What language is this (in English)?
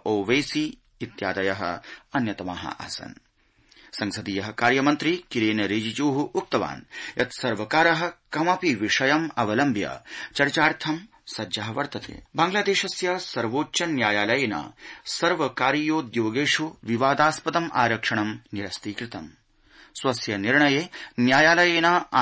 Sanskrit